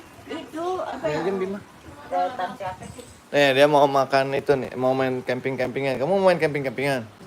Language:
Betawi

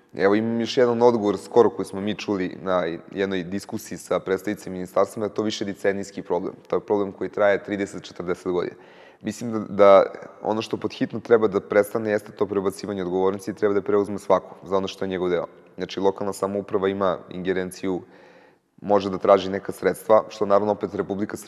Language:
Serbian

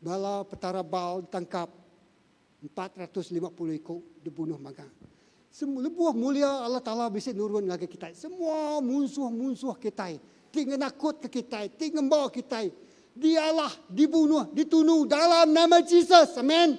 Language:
Iban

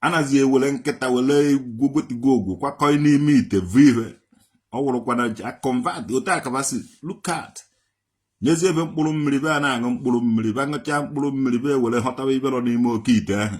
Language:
Igbo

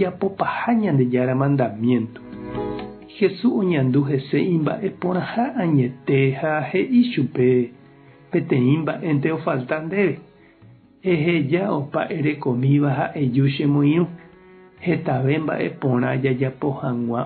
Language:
Guarani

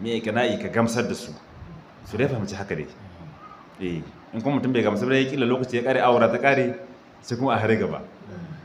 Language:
Hausa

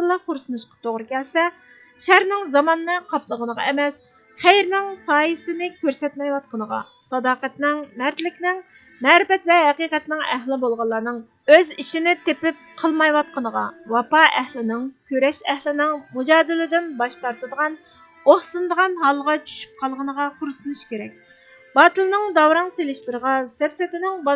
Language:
Uyghur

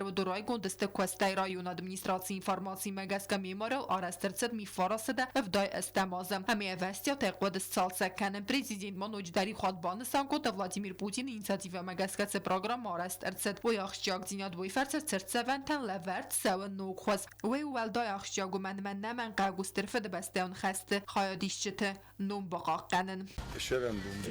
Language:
Ossetic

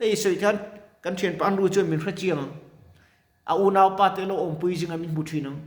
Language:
Mizo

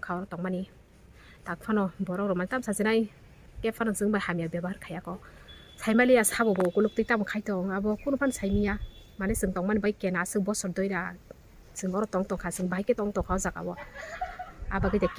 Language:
Kok Borok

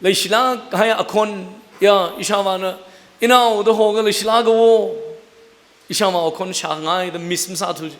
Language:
Tangkhul Naga (India)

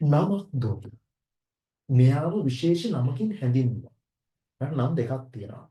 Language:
Sinhala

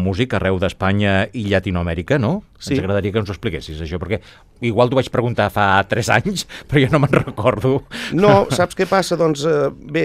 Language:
Catalan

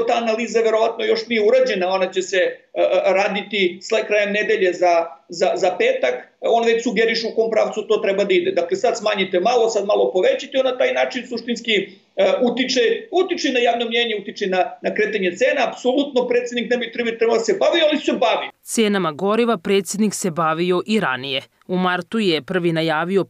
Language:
Serbian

